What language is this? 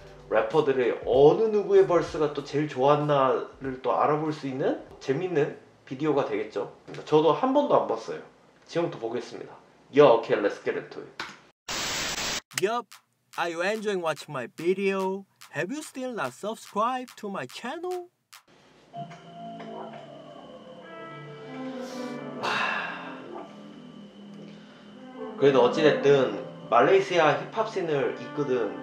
Korean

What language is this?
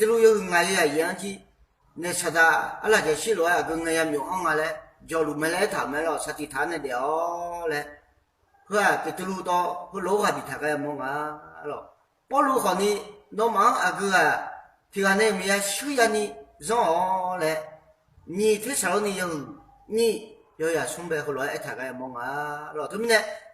Akha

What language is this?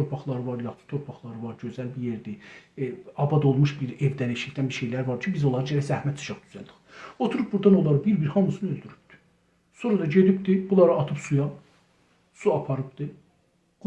South Azerbaijani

